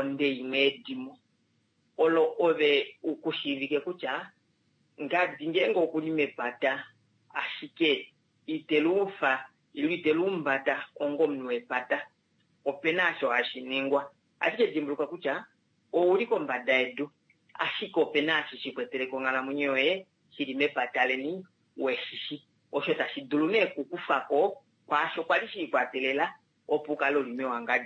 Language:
Kuanyama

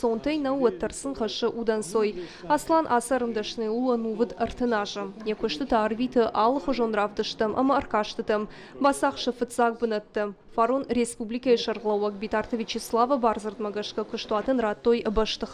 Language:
Ossetic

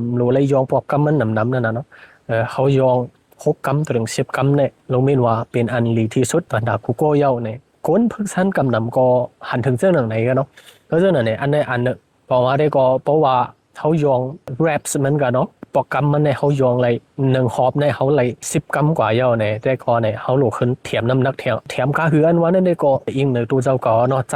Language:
Shan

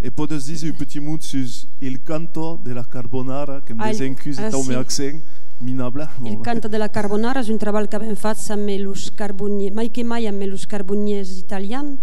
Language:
Occitan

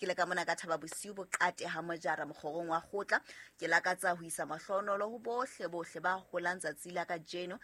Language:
Southern Sotho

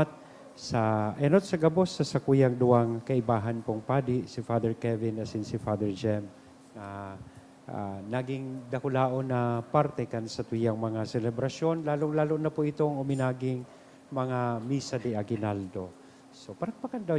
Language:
Bikol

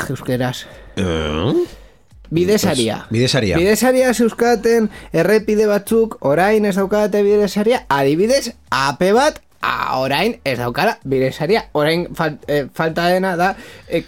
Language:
Basque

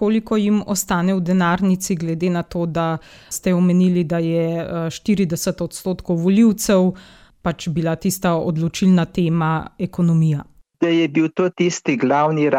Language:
Slovenian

